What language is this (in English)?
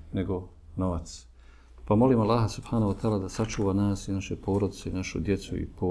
Bosnian